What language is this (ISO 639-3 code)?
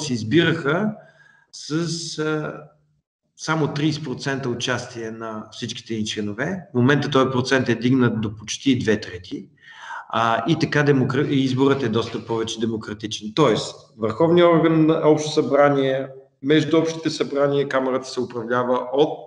bul